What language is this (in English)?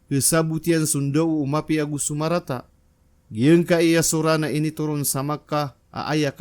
Maranao